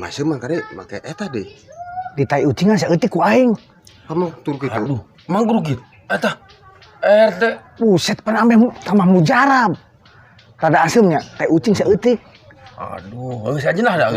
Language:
Sundanese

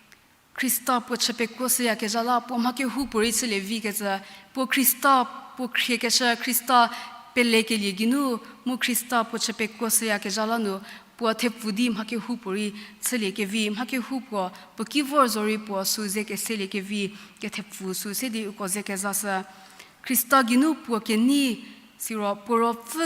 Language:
Angami Naga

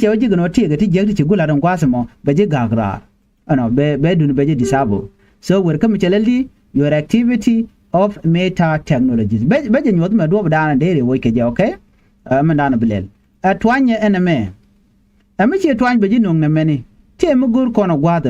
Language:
Nuer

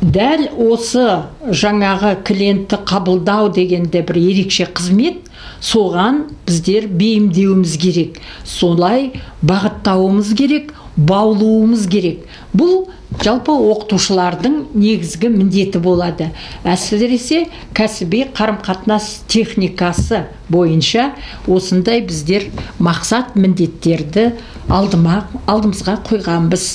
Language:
Kazakh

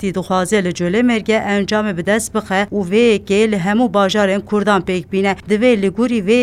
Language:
Kurdish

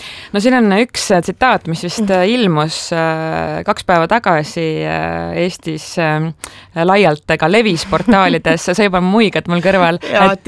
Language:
Estonian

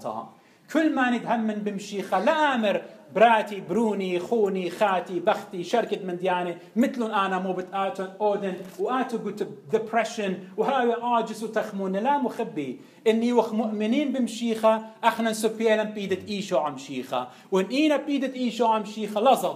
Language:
Assyrian Neo-Aramaic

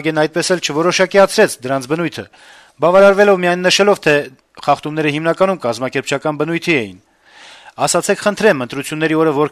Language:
Armenian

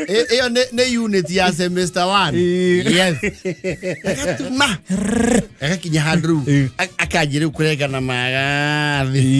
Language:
Kikuyu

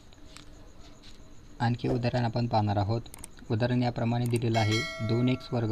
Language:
Marathi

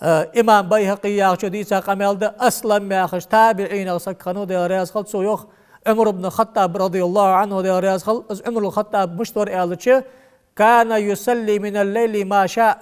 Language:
Ingush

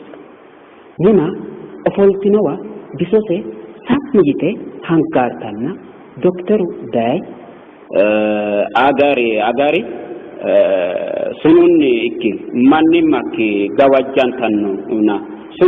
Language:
Sidamo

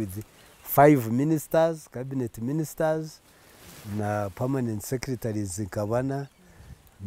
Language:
Nyankole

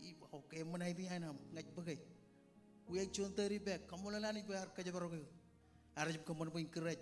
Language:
Marshallese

